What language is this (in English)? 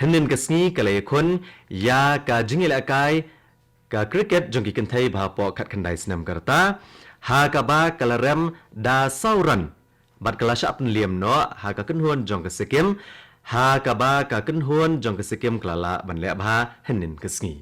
Khasi